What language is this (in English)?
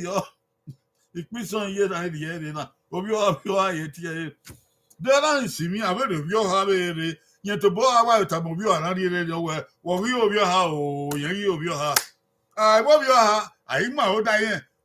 Bini